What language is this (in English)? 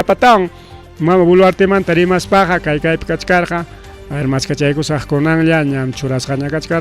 Ayacucho Quechua